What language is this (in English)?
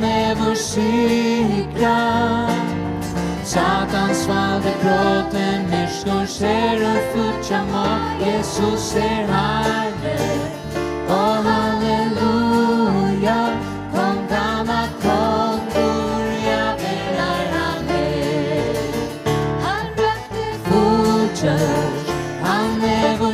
Faroese